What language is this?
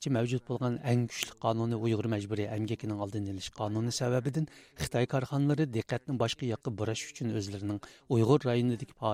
Uyghur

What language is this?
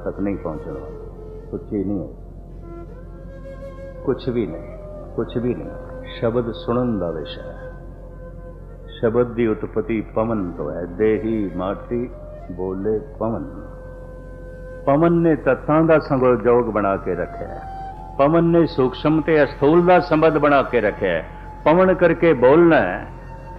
Punjabi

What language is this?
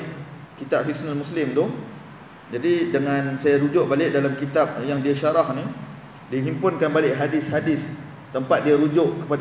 Malay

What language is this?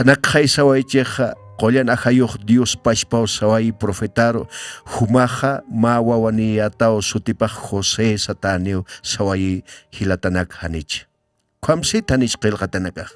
Aymara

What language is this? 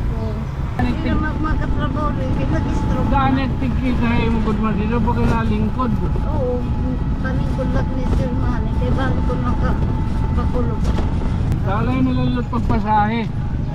Waray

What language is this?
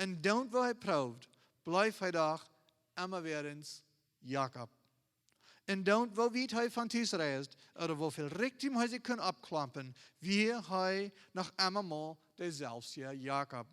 Plautdietsch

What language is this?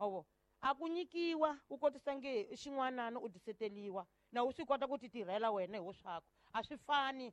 Tsonga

